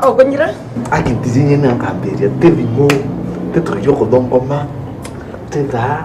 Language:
Meru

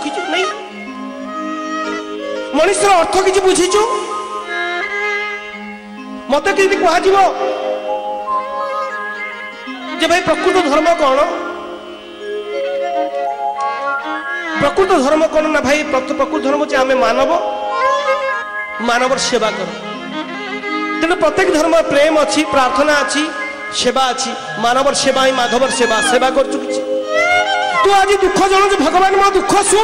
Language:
Odia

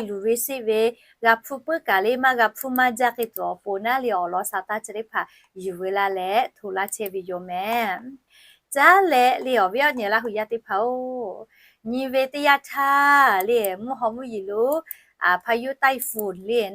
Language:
Lahu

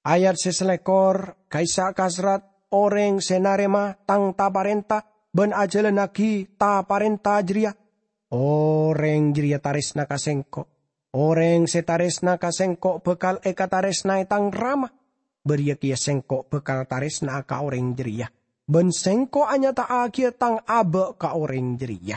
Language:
Madurese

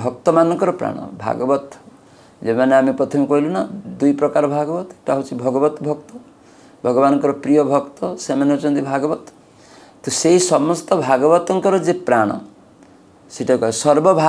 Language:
Odia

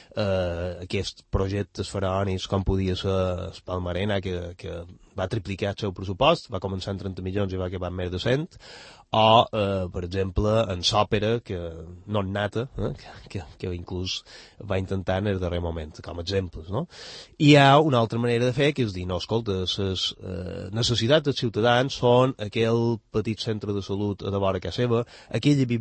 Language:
Catalan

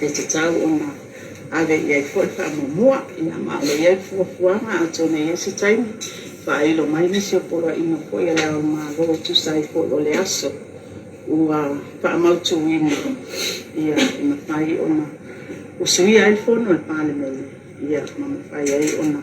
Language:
Samoan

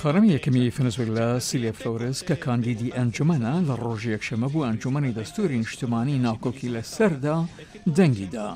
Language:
Central Kurdish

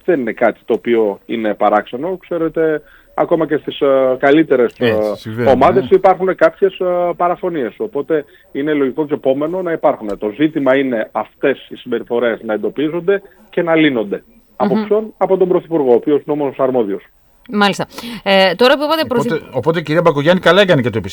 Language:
Greek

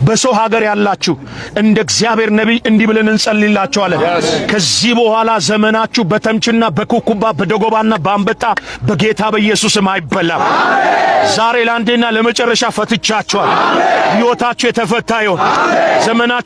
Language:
Amharic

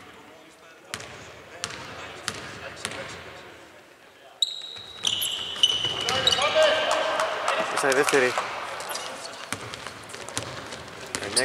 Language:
Greek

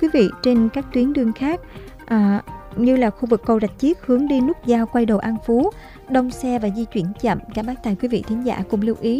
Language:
Vietnamese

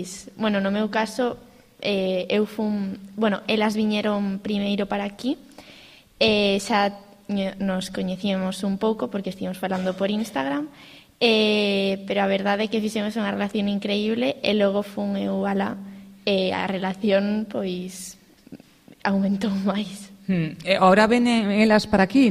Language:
Galician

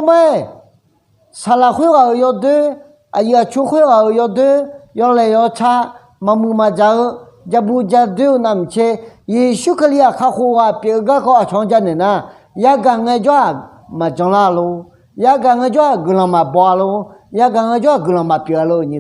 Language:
Akha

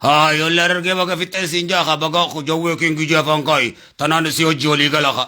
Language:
Oromo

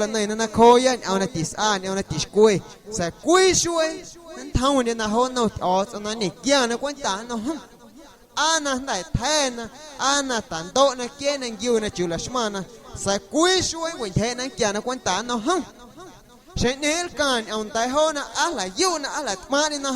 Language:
Guerrero Amuzgo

